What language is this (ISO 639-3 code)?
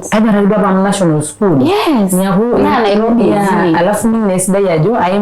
mas